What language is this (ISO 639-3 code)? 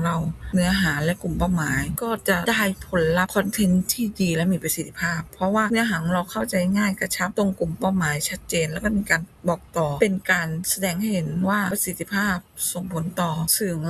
tha